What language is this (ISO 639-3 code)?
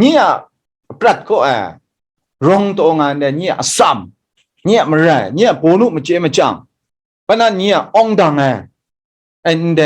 kac